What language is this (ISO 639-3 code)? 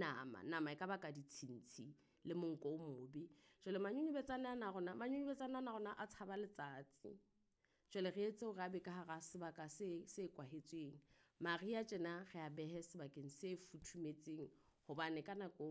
sot